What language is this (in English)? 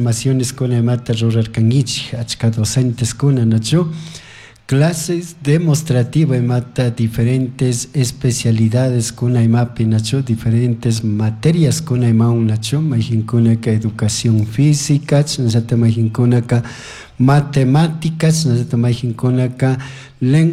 Chimborazo Highland Quichua